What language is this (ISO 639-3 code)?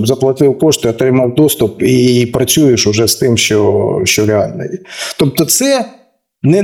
ukr